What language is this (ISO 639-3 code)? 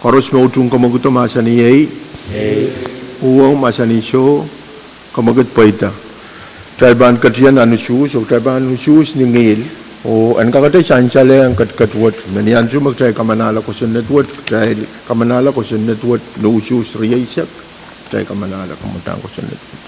pon